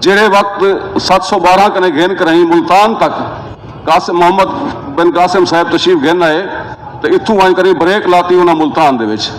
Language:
Saraiki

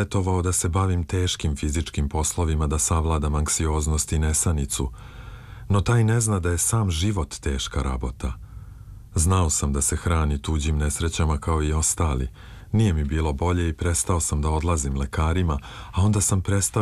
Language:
Serbian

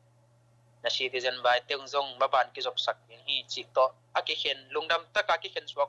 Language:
Tedim Chin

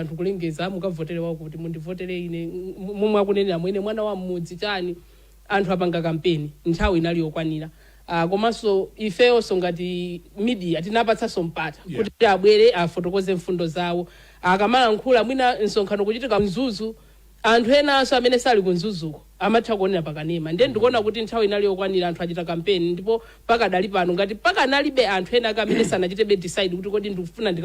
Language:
Nyanja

